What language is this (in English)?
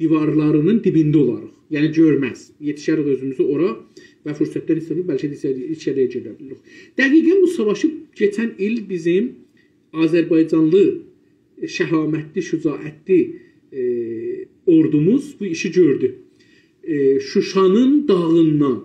South Azerbaijani